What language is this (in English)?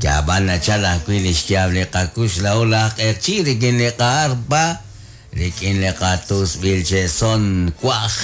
Kekchí